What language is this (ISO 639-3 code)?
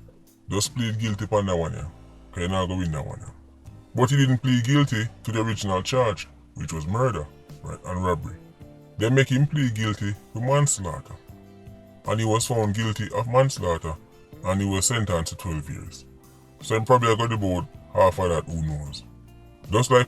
jam